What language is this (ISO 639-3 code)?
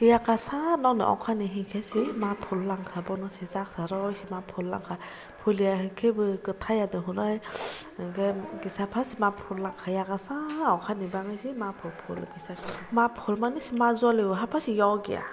trp